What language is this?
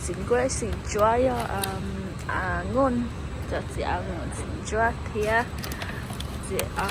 Hmong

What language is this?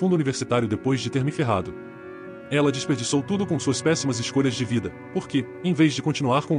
Portuguese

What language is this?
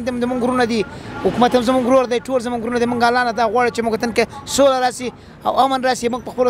Pashto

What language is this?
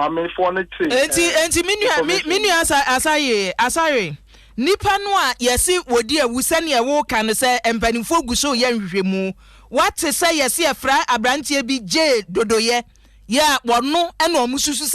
Akan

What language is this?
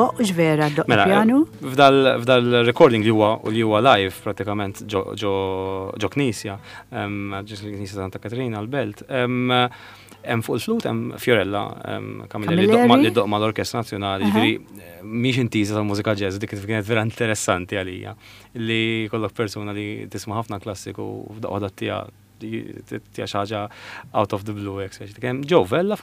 Maltese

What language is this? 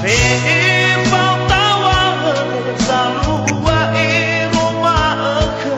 Nias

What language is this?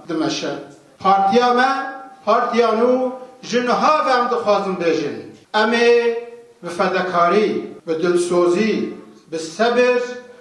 Kurdish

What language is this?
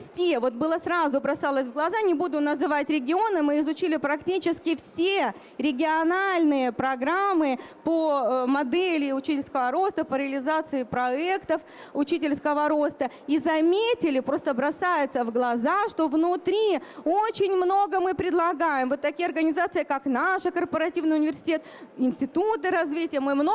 Russian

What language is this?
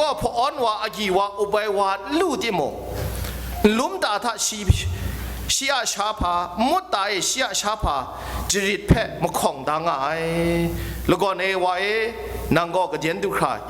Kachin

